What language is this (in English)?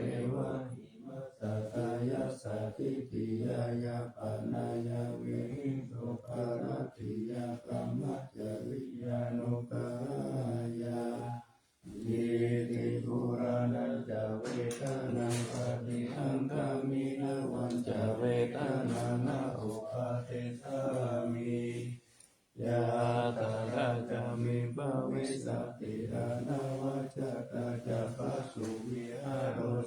Pali